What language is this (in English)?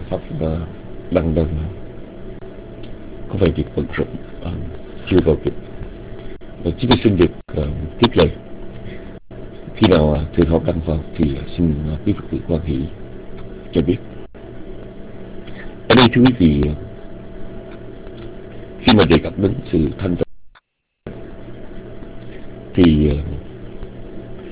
Vietnamese